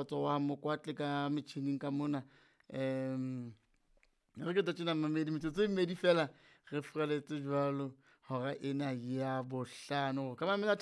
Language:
Southern Sotho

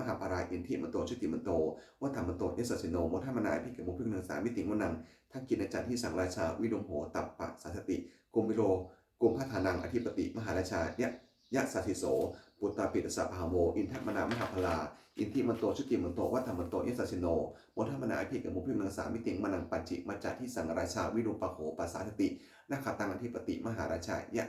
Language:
Pali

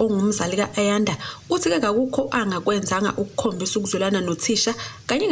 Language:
Zulu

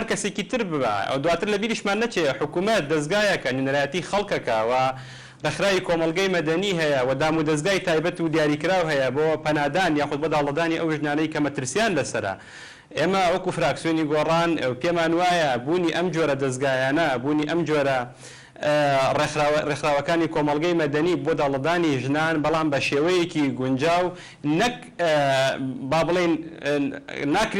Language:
Central Kurdish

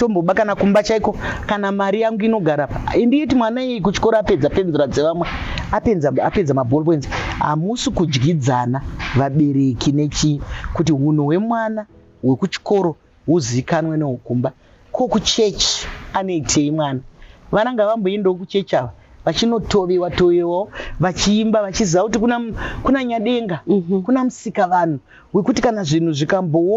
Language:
Shona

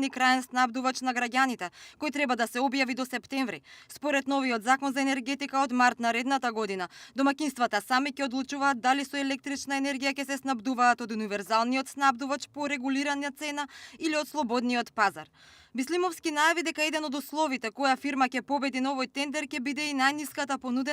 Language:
Macedonian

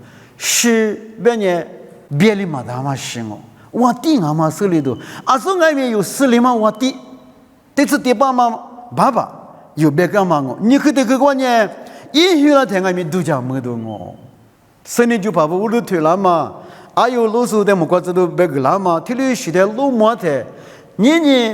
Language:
Lisu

